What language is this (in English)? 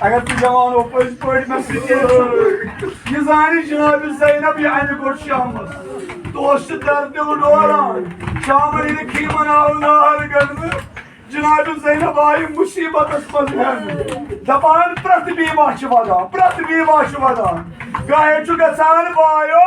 Kashmiri